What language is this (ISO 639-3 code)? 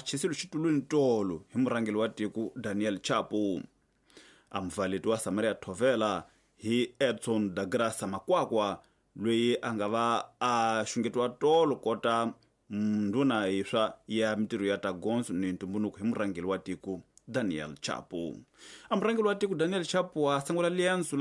tso